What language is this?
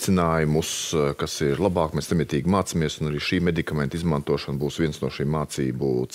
Latvian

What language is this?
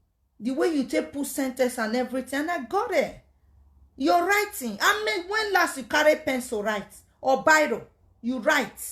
Nigerian Pidgin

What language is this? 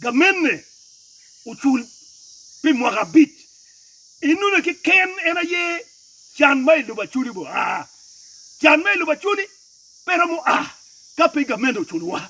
Acoli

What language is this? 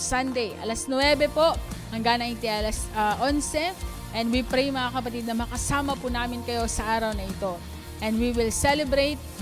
Iloko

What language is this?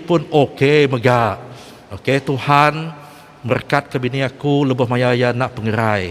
Iban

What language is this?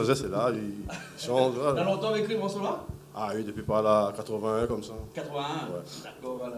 Réunion Creole French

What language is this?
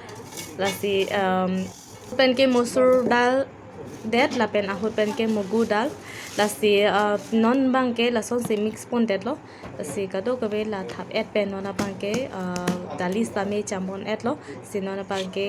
Karbi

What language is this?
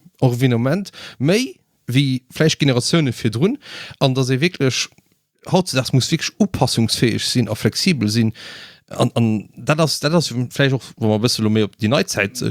Luxembourgish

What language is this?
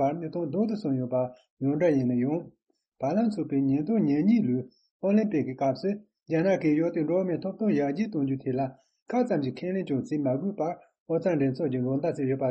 Tibetan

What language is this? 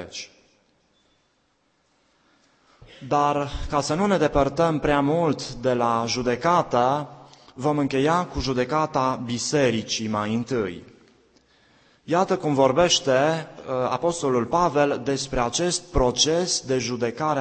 Romanian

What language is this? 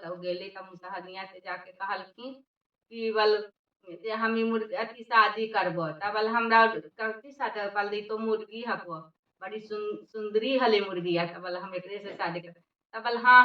Magahi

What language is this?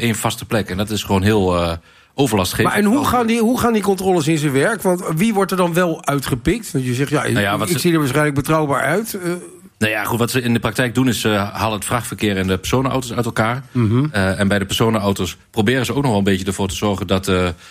Dutch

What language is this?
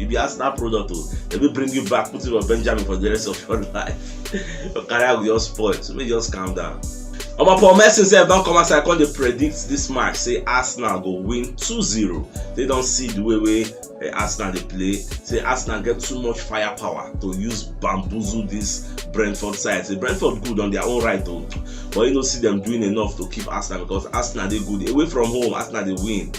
Nigerian Pidgin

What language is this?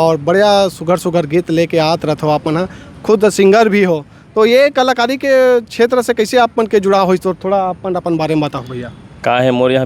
Chhattisgarhi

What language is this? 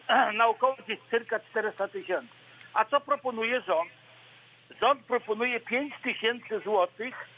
Polish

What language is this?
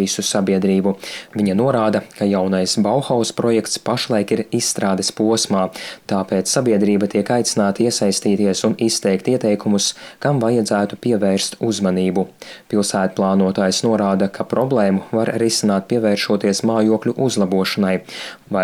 Latvian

